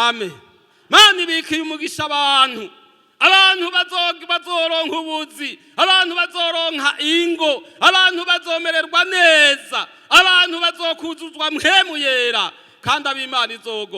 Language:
Rundi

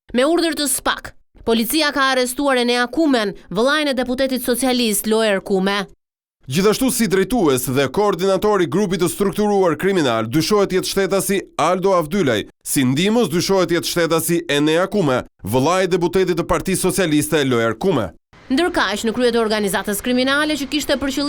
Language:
Albanian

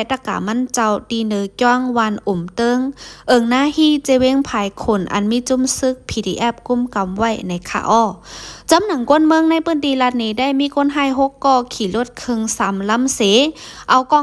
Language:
Shan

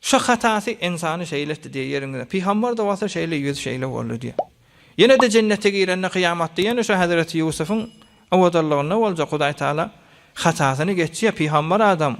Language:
Turkmen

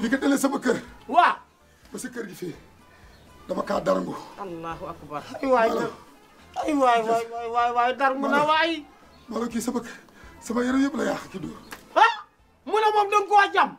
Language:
Wolof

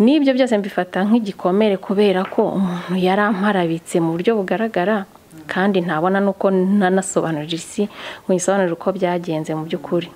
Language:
Kinyarwanda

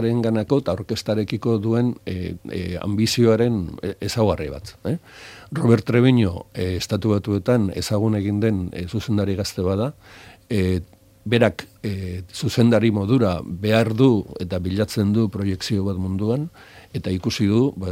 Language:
Basque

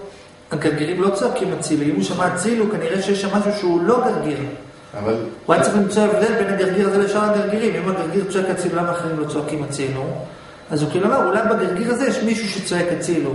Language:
Hebrew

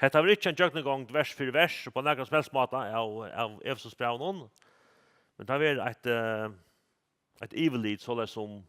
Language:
Faroese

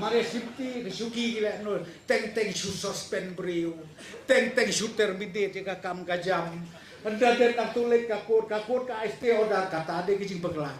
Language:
Khasi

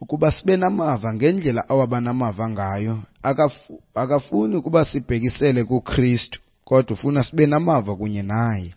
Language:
Xhosa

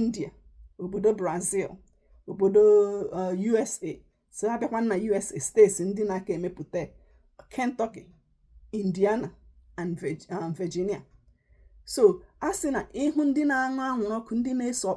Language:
Igbo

